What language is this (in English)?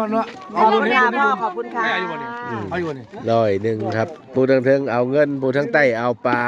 Northeastern Thai